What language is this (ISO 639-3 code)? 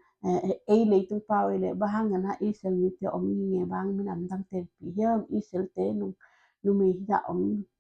ctd